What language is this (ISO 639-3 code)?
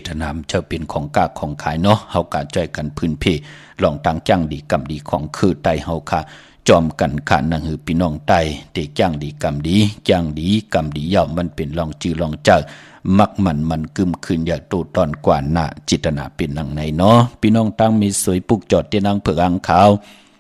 shn